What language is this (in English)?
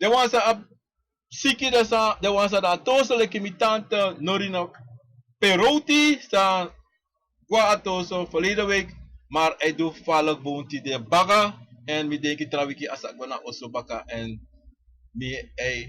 Sranan Tongo